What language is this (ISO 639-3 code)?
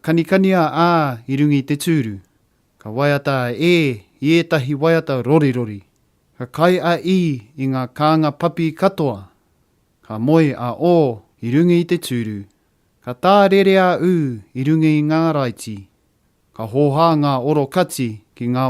mri